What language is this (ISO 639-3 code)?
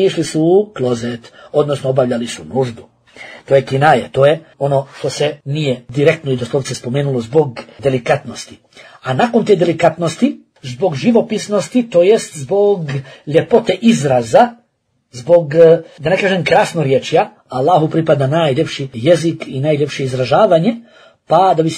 bos